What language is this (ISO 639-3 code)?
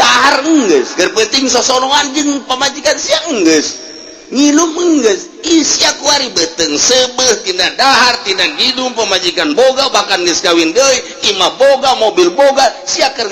sun